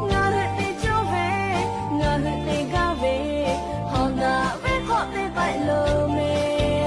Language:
Lahu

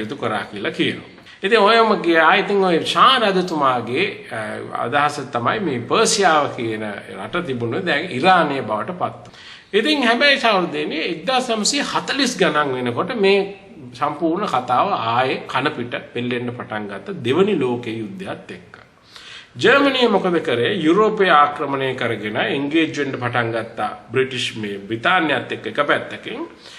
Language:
Sinhala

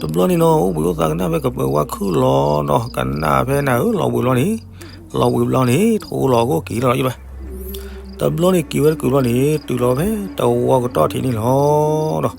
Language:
S'gaw Karen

